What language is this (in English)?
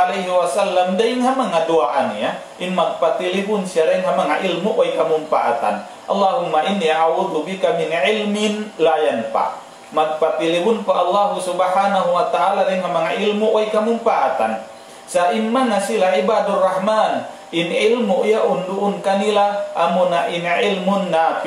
Tausug